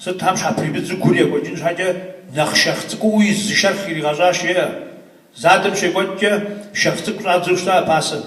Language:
Kabardian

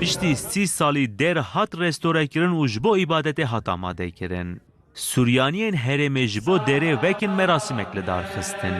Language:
Kurdish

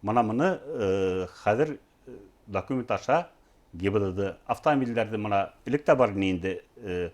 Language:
Bashkir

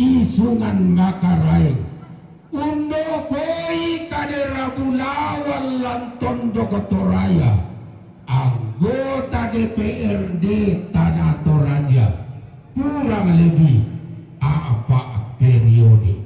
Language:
Toraja-Sa'dan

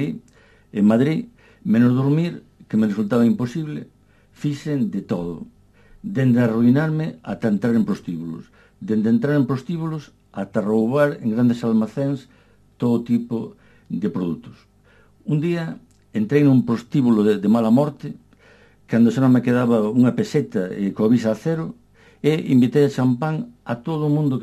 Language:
Galician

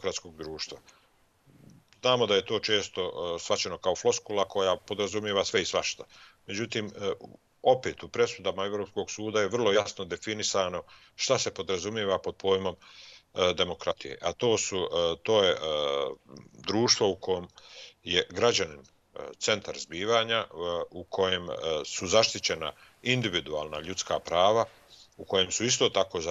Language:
Bosnian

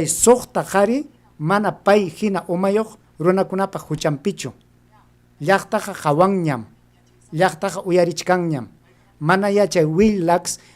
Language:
Ayacucho Quechua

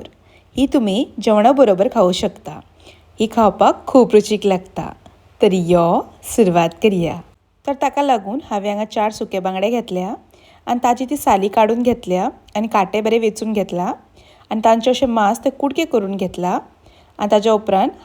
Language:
Konkani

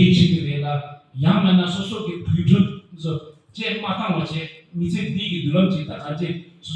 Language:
Tibetan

